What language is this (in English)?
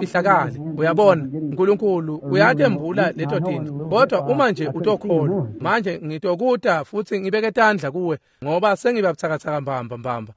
Swati